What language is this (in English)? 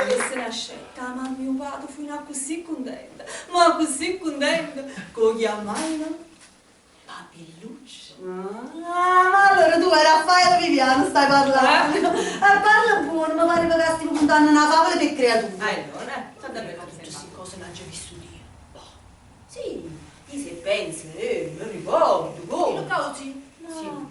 Neapolitan